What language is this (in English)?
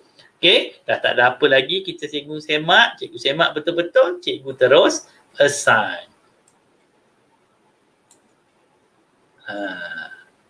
Malay